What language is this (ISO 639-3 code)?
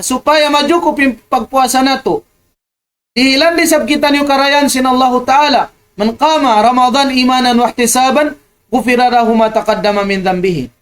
tsg